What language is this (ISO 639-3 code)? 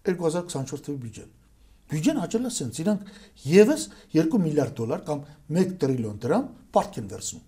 hye